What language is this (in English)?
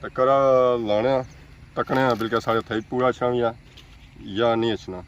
Pahari-Potwari